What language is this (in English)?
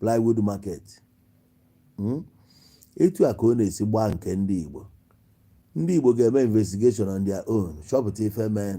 Igbo